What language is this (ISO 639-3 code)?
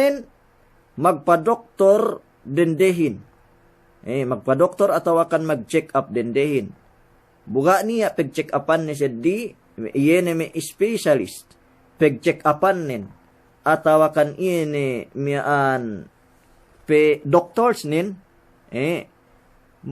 yka